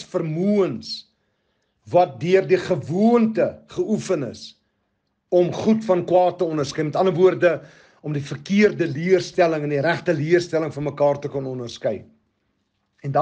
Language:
Afrikaans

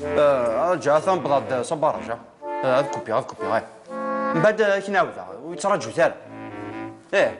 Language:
Kabyle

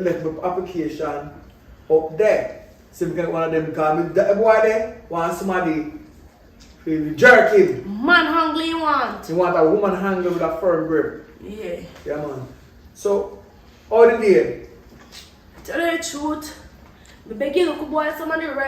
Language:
Jamaican Creole English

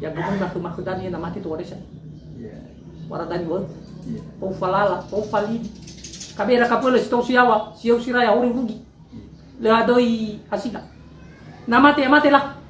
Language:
Nias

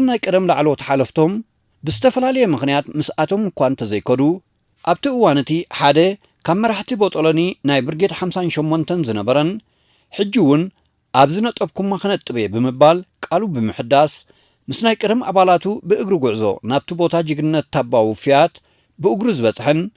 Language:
Tigrinya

